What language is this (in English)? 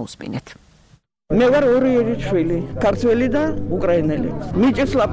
Georgian